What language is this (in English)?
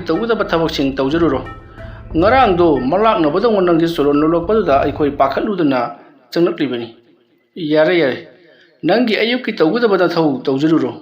Manipuri